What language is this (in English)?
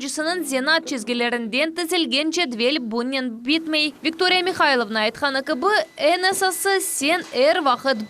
Crimean Tatar